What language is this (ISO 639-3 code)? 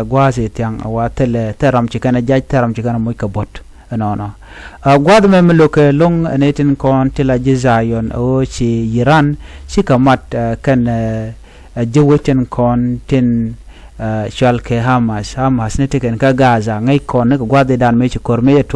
nus